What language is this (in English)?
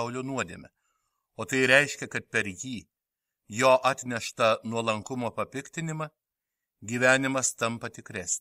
Lithuanian